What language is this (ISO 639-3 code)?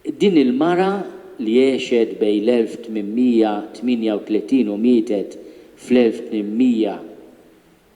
mlt